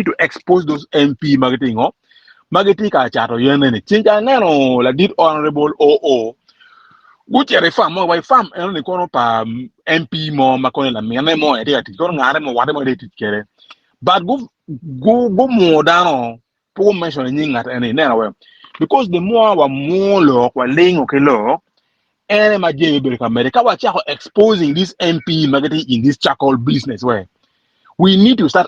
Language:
Acoli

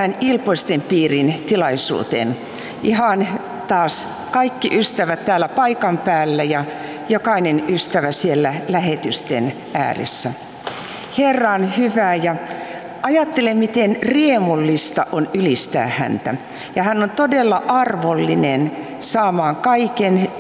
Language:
Finnish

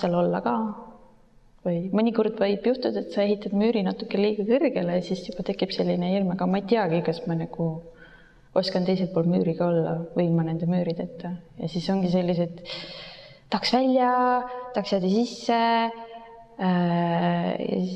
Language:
Estonian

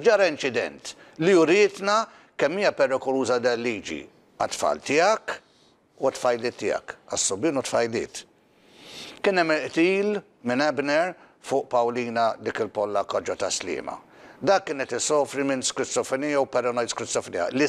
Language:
Maltese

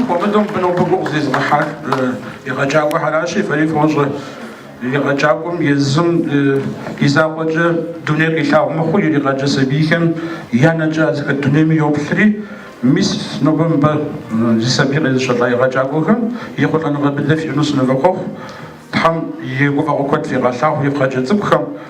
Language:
Kabardian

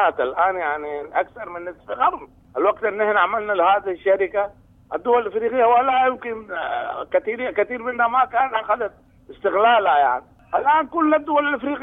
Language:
Sudanese Arabic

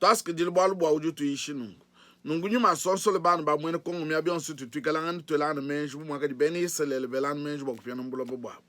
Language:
Luba-Lulua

